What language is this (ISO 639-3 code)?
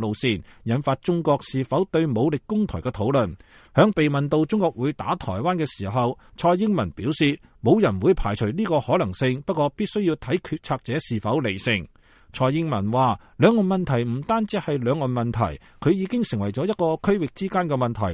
yue